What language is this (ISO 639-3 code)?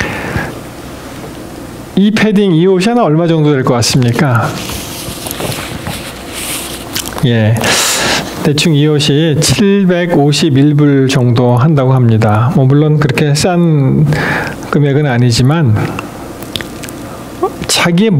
kor